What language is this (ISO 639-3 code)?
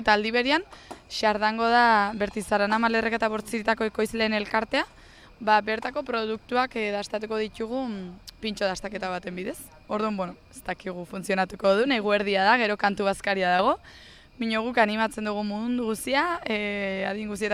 eus